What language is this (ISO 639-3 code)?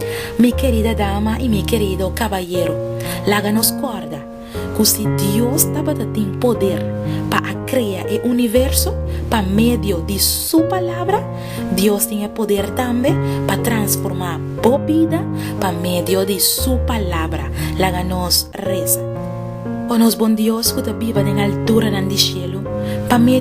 pap